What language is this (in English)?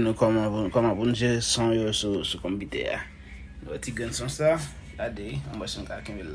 Haitian Creole